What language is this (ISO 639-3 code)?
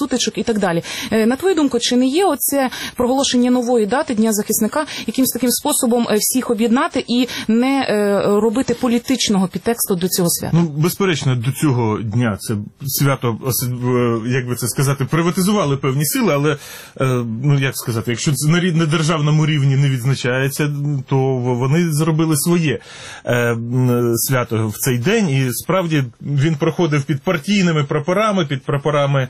ukr